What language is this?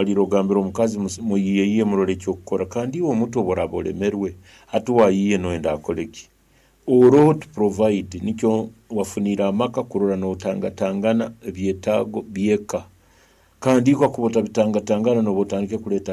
Nyankole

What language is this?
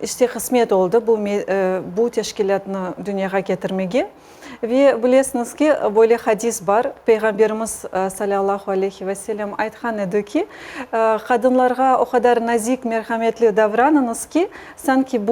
Crimean Tatar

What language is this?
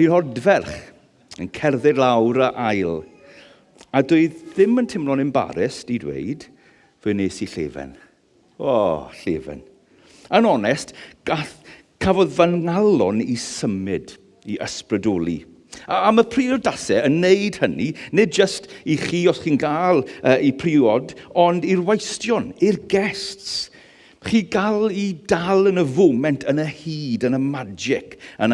Welsh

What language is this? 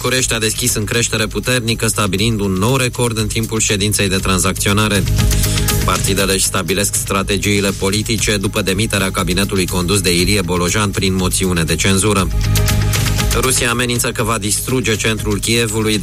Romanian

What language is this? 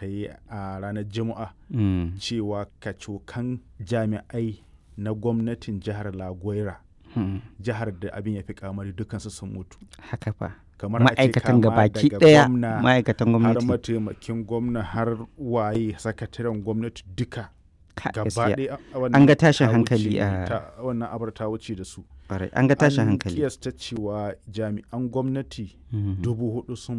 Hausa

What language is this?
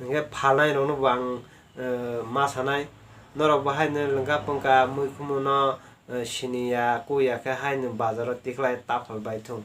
Kok Borok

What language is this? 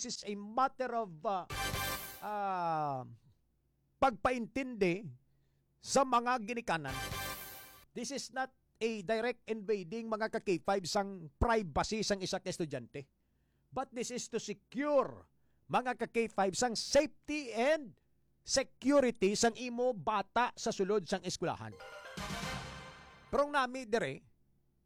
Hiligaynon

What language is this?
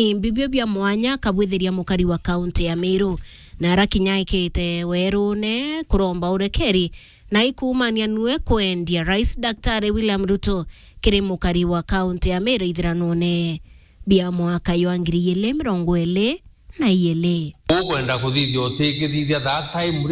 Meru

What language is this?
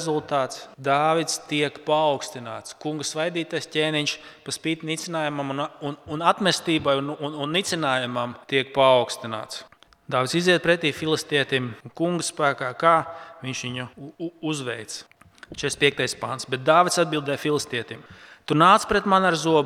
Latvian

